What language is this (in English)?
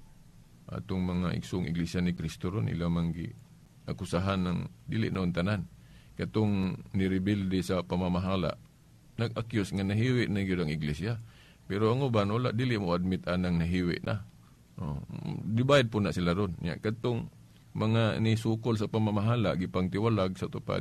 Cebuano